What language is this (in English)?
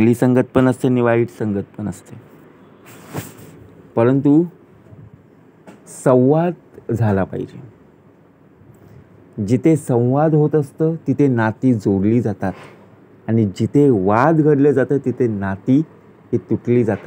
Marathi